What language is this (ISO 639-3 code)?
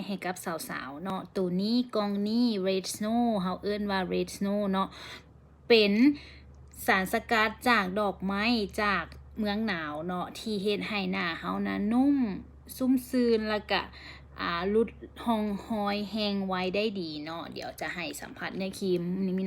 lao